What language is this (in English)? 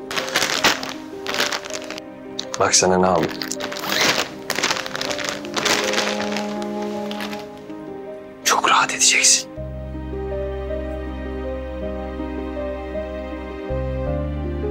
Turkish